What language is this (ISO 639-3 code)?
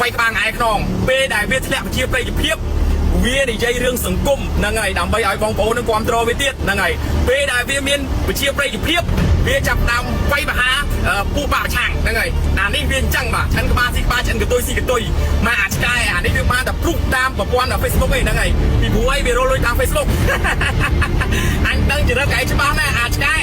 khm